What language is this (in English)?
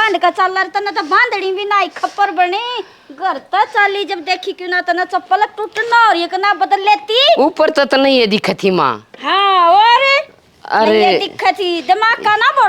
Haryanvi